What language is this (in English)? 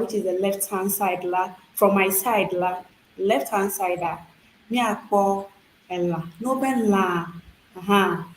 Ewe